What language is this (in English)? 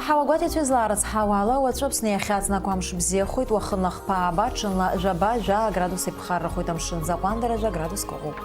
Abkhazian